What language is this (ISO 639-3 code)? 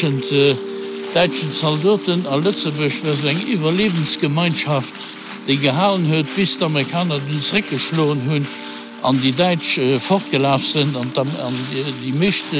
ltz